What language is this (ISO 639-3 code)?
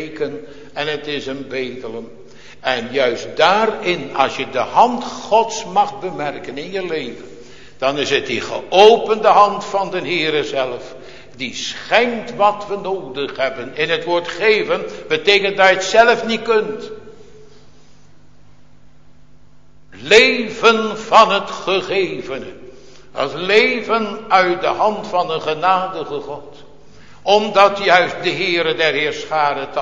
nld